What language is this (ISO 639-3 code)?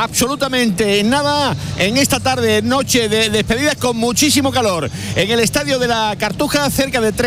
spa